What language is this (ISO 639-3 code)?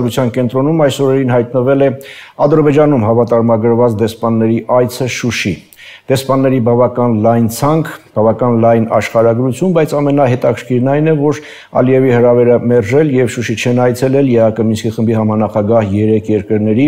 hye